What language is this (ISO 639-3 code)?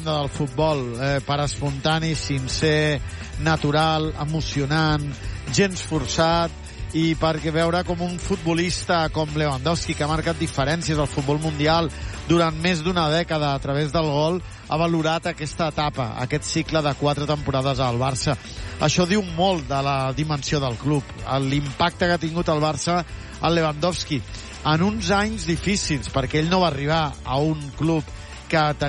cat